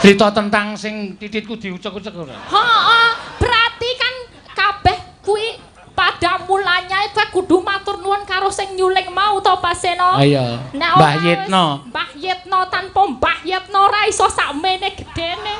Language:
Javanese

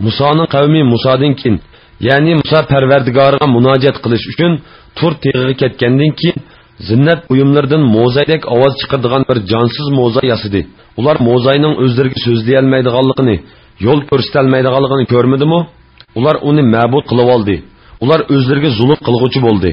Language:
Uyghur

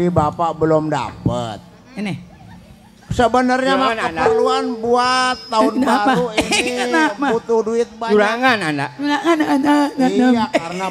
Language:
Betawi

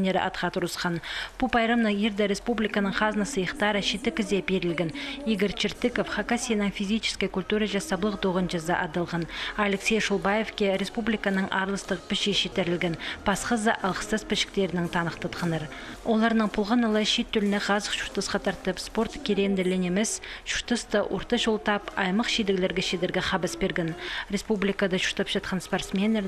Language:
Khakas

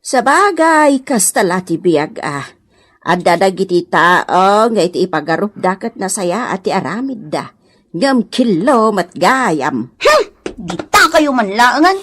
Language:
Iloko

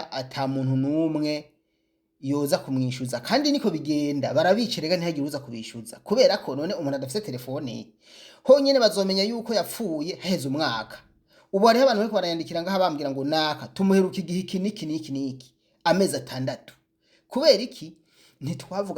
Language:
Rundi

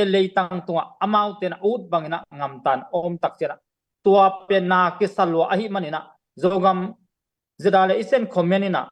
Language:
Tedim Chin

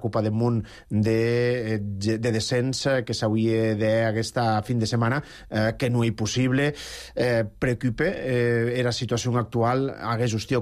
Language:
Catalan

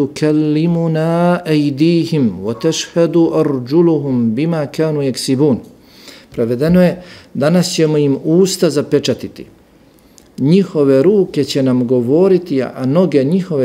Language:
Bosnian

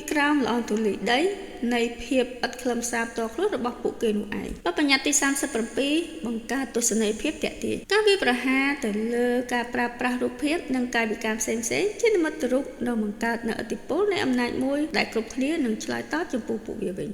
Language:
Khmer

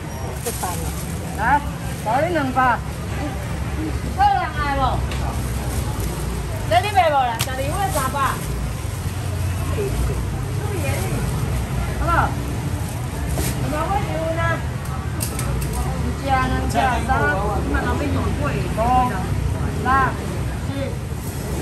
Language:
Min Nan Chinese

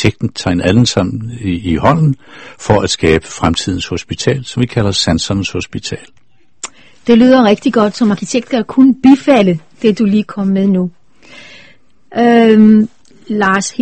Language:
Danish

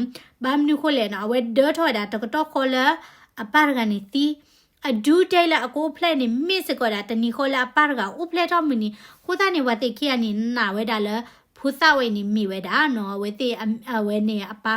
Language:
S'gaw Karen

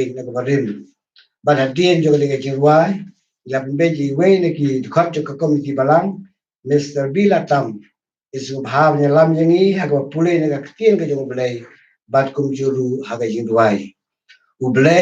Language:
Khasi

